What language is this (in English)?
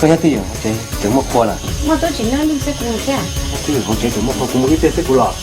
Hmong